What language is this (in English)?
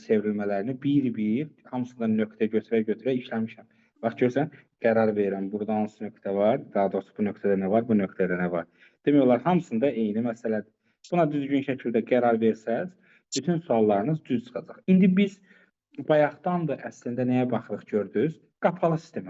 Azerbaijani